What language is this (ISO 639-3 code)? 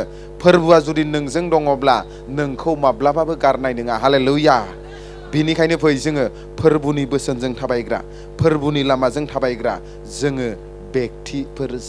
brx